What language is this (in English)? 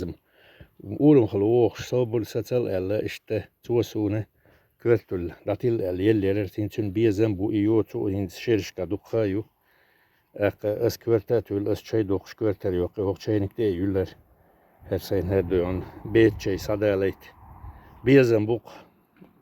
Chechen